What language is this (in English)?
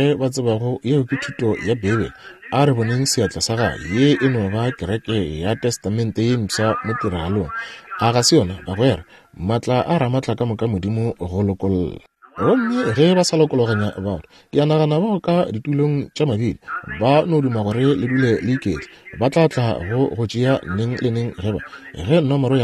Northern Sotho